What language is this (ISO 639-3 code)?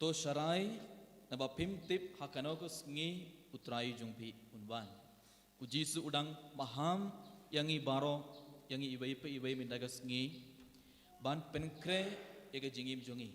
kha